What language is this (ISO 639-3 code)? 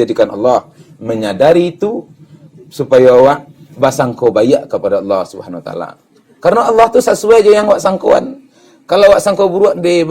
min